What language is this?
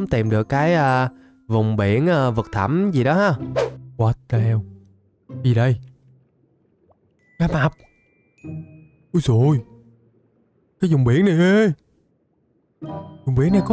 Vietnamese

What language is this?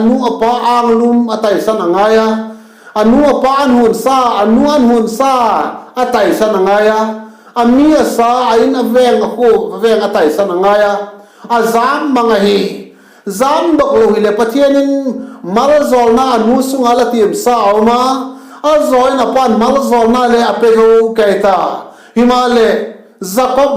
Vaiphei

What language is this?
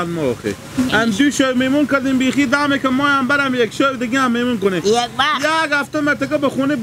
Hazaragi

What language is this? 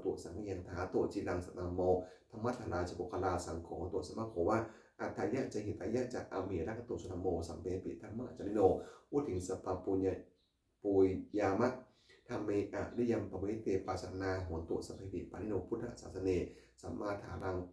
Pali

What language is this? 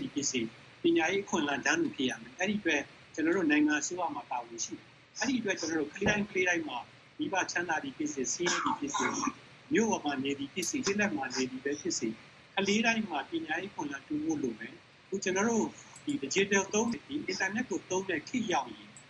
Burmese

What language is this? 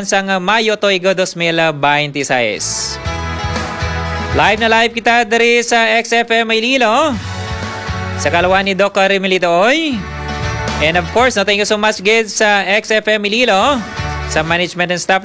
Hiligaynon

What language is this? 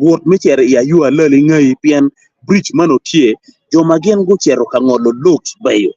Acoli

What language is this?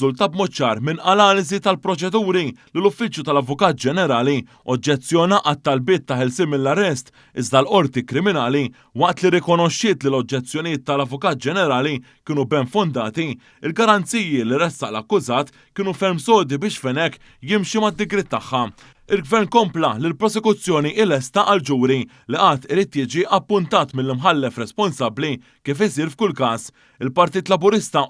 Maltese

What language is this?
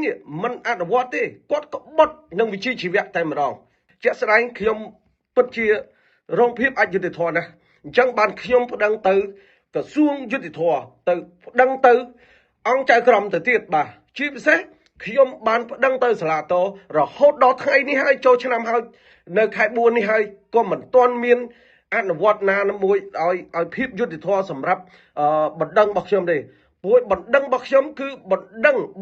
Khmer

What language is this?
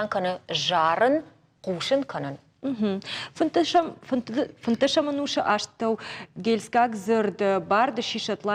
Ossetic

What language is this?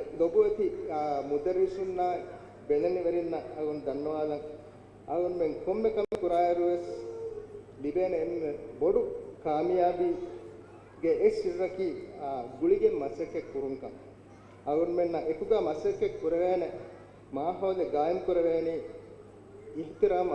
Divehi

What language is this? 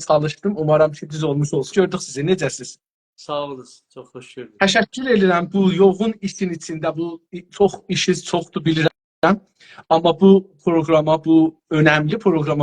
South Azerbaijani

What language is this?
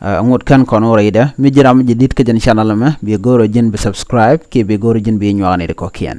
Nuer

